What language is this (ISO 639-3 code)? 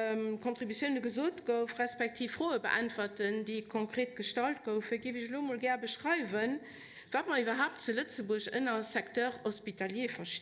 ltz